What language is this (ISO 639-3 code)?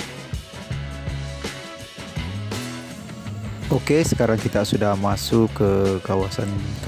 msa